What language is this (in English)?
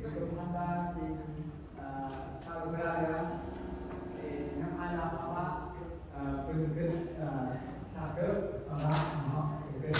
Central Mnong